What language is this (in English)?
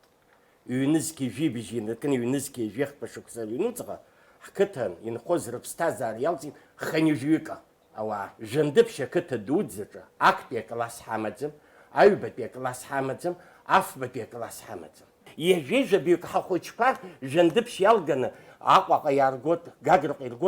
Abkhazian